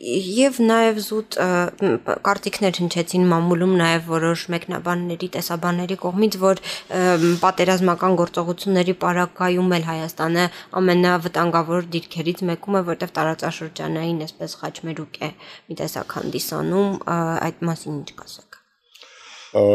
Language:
Armenian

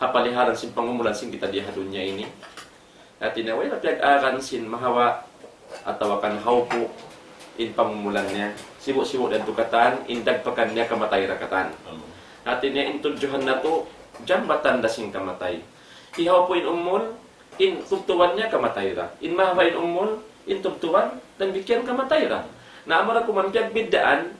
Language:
Tausug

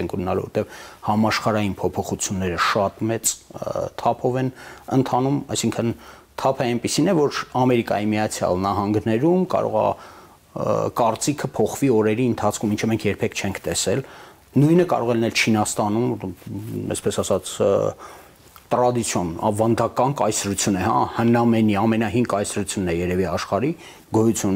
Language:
Armenian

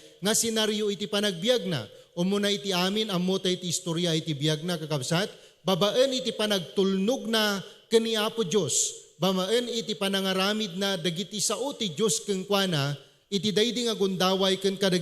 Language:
Iloko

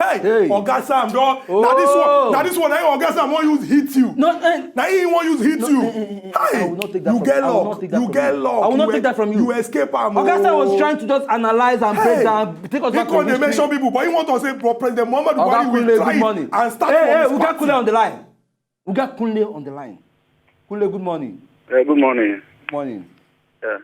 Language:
Nigerian Pidgin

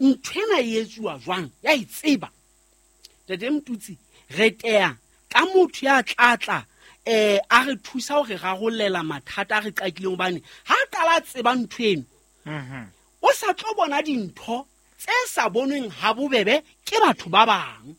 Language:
Southern Sotho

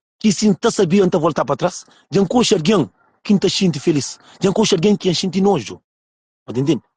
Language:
Kabuverdianu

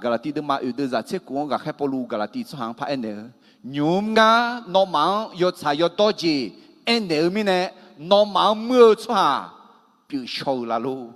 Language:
Akha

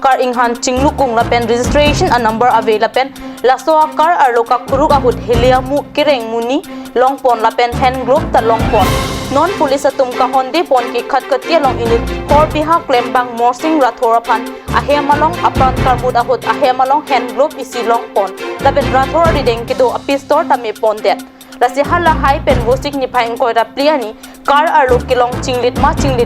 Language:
Karbi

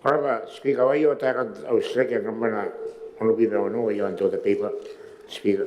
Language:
Gilbertese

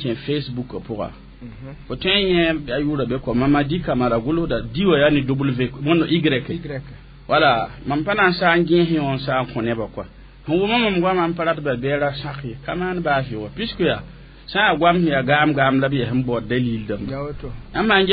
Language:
Mossi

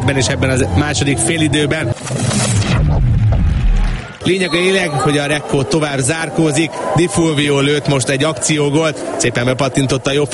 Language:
Hungarian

